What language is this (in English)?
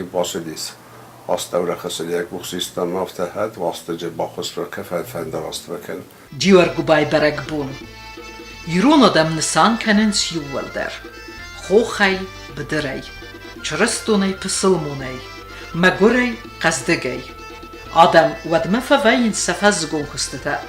Ossetic